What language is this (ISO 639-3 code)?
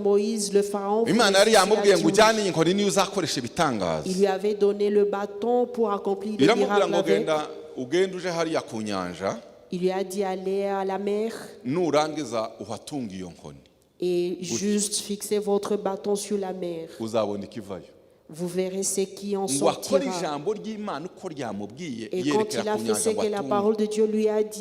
kin